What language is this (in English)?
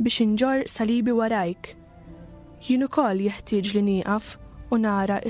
Maltese